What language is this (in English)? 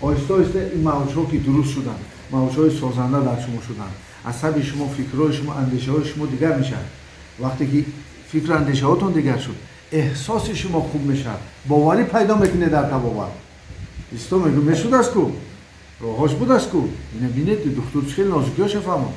Tajik